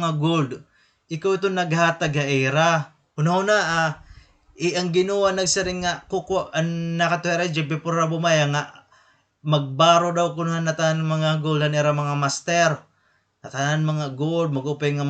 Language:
Waray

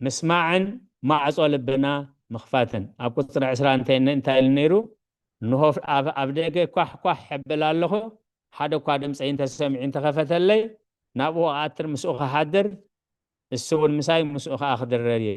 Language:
Tigrinya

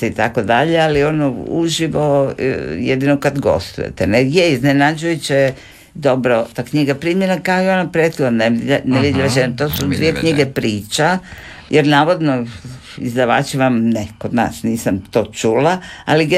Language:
Croatian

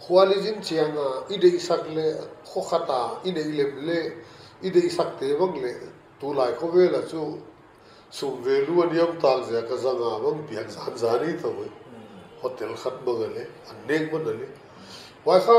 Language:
Paite Chin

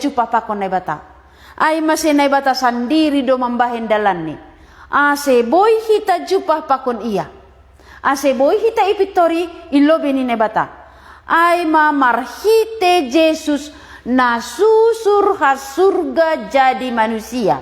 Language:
Batak Simalungun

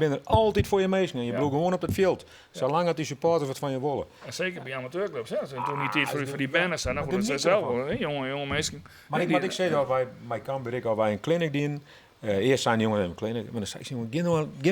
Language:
Western Frisian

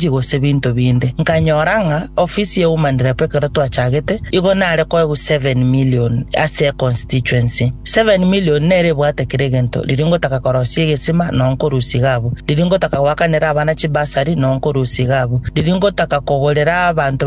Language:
Gusii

